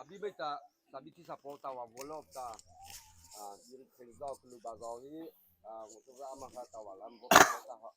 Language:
Mara Chin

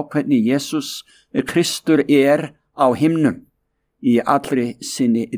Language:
Icelandic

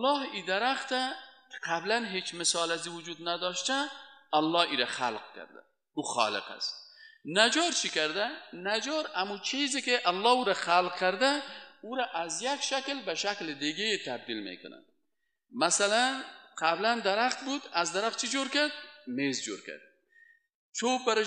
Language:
Persian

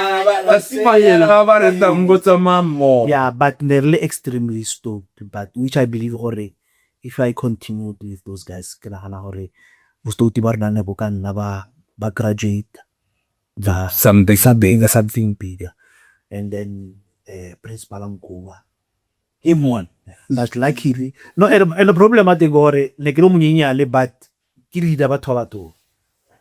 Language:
Tswana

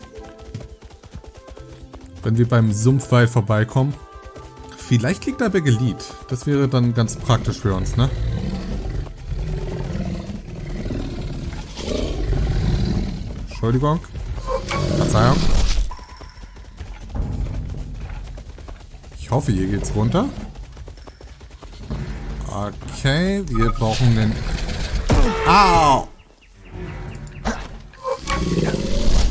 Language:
German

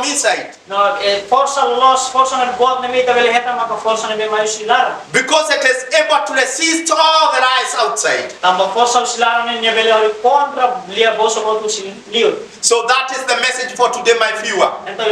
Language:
Tetum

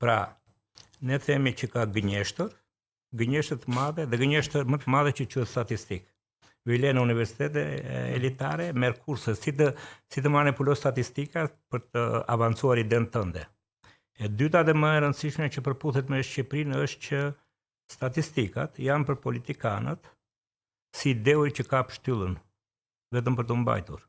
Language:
Albanian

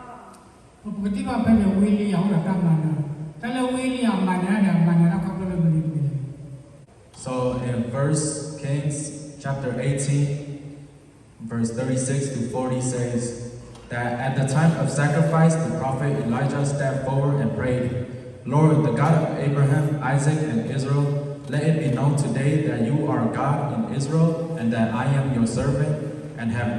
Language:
S'gaw Karen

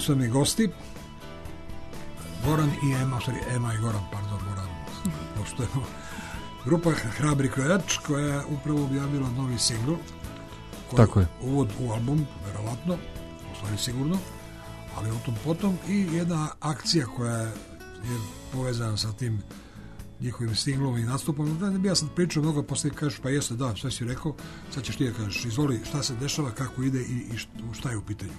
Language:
Serbian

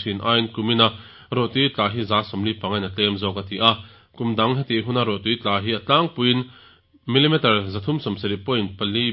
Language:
Mizo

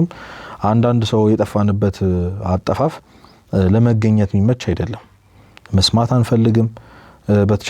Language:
Amharic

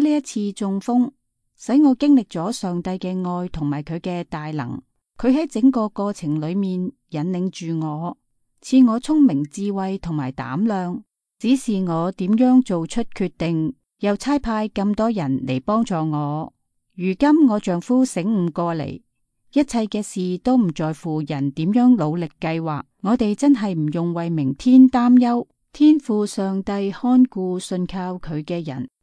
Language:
Cantonese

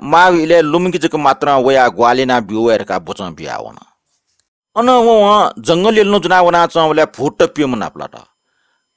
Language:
Newari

